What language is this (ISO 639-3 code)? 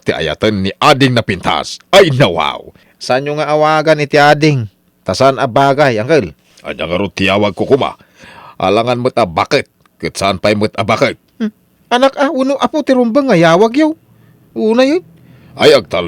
ilo